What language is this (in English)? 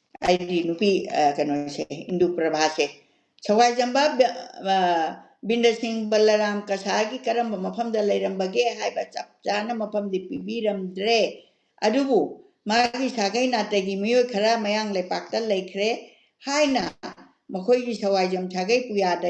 Manipuri